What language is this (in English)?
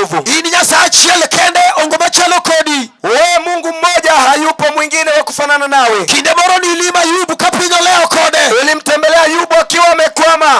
Luo (Kenya and Tanzania)